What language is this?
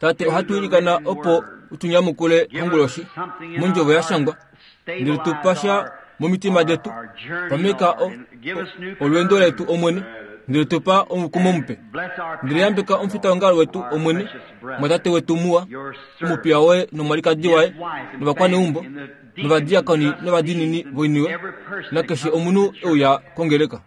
Kuanyama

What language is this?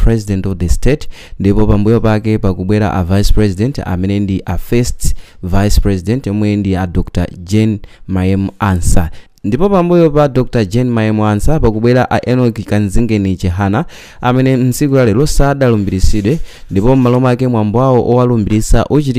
Nyanja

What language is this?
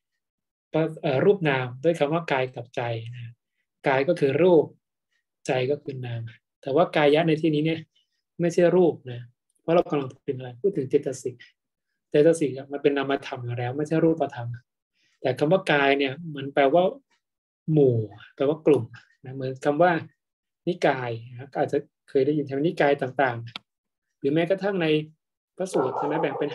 Thai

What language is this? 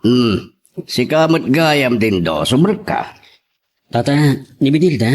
Iloko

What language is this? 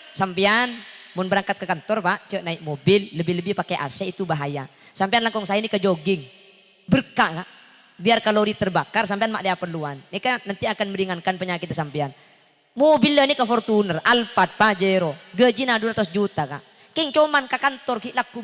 Madurese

